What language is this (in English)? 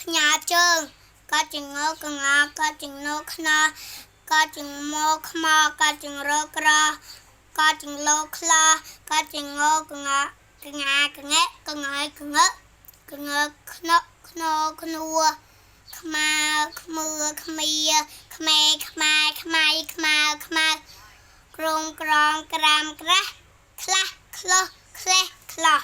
Khmer